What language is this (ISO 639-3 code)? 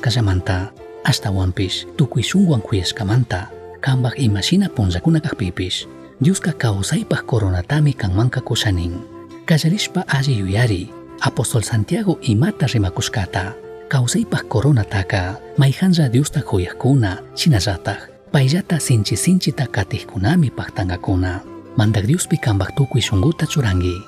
qug